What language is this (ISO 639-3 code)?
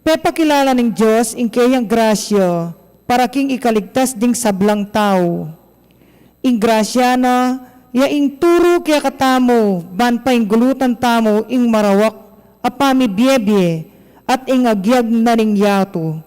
pam